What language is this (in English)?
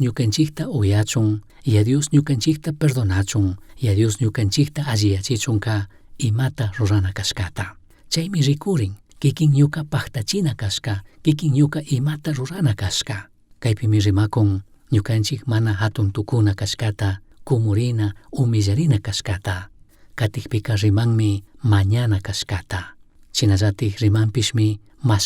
Chimborazo Highland Quichua